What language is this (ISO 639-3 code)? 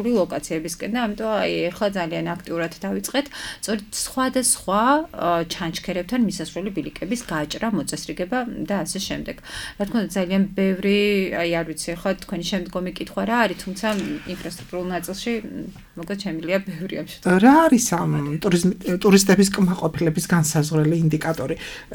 kat